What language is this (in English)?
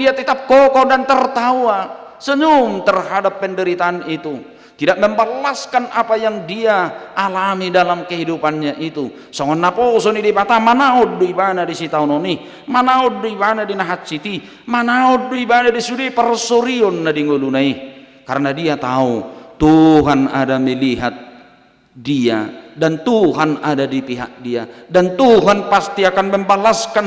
Batak Toba